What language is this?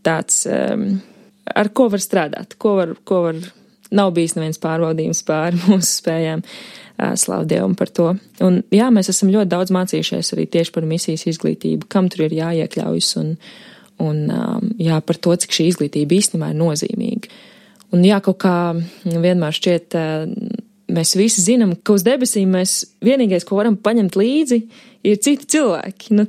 Latvian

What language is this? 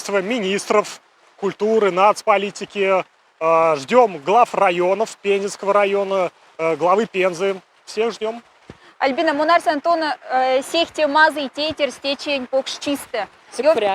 Moksha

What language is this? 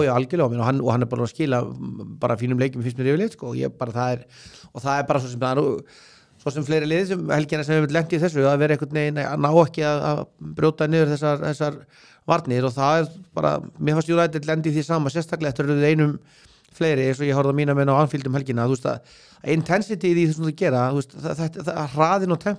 Icelandic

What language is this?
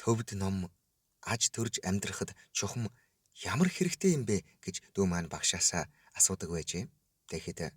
Mongolian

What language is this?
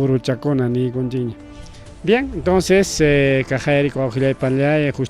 Ayacucho Quechua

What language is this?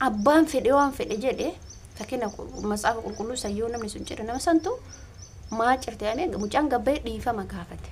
Oromo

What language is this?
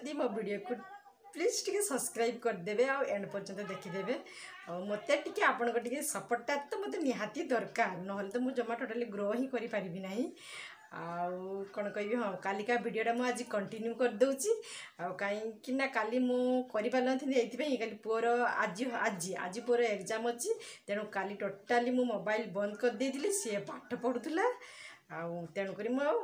Odia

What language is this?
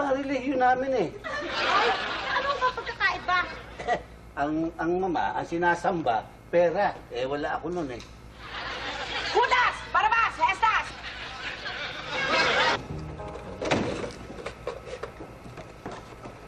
Filipino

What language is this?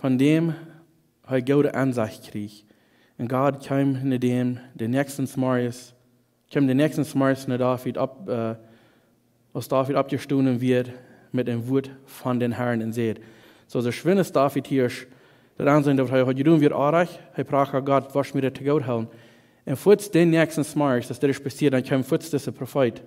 Plautdietsch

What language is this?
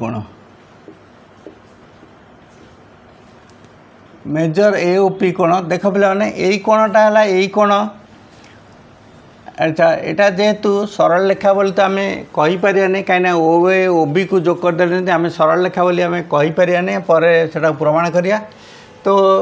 Odia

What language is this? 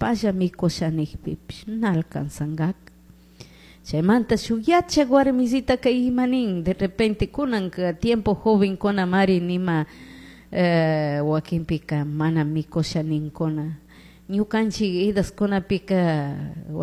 Chimborazo Highland Quichua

